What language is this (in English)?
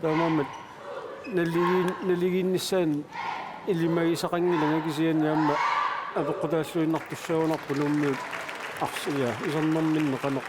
Kalaallisut